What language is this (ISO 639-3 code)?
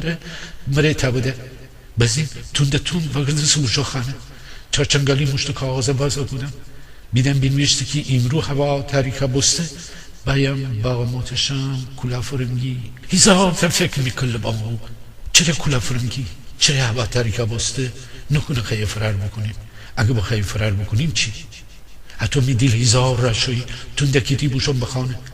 glk